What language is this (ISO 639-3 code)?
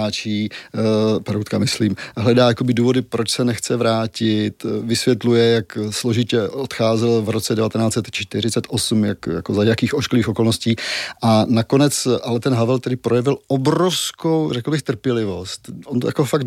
ces